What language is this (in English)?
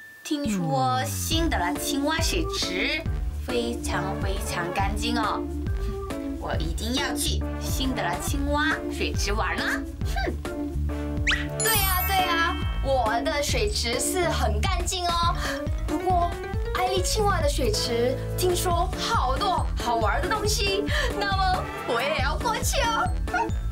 Chinese